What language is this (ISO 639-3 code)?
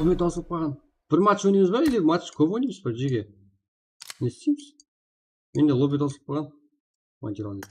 kaa